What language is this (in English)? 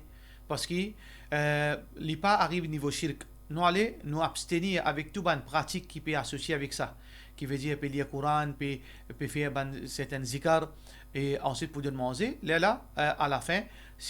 Morisyen